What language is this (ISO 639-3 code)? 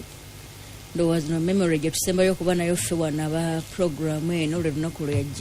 lug